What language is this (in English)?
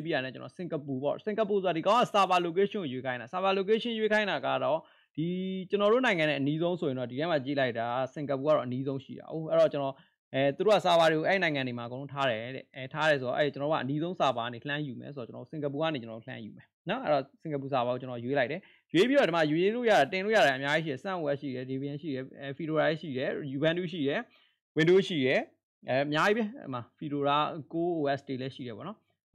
Burmese